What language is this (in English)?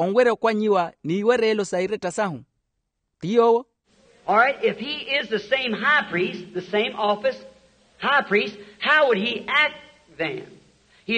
Makhuwa